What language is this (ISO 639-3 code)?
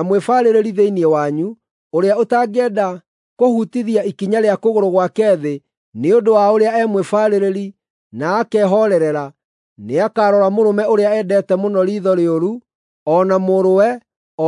kik